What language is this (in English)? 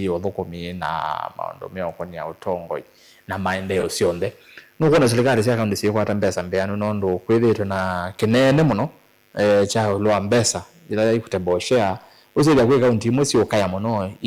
Kamba